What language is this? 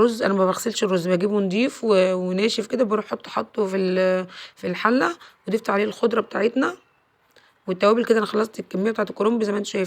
Egyptian Arabic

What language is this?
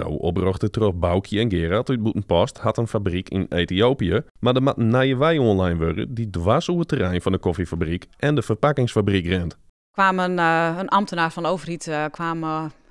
Western Frisian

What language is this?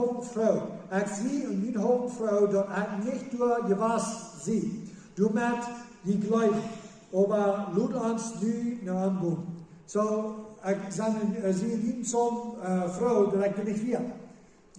Plautdietsch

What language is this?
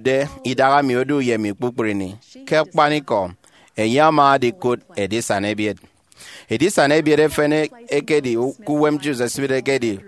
Efik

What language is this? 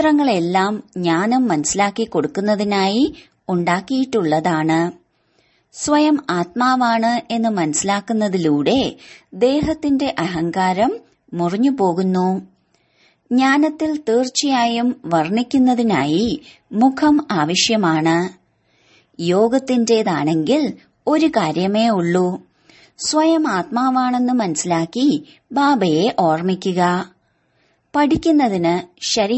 Malayalam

